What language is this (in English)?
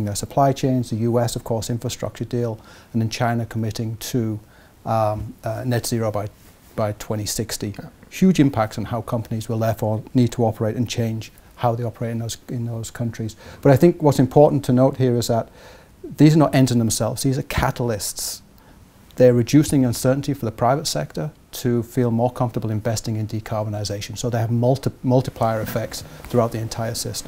English